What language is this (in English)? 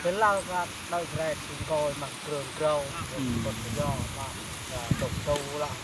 Lao